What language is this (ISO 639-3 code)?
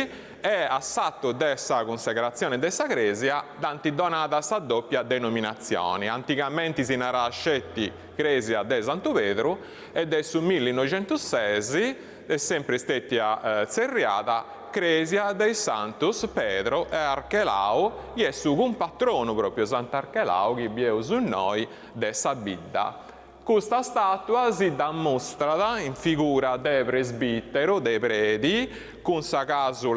srd